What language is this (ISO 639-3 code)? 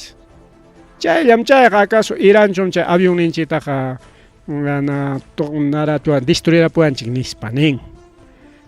quy